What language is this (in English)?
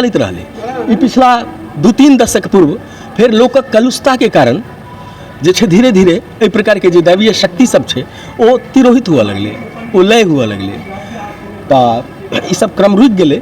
Maithili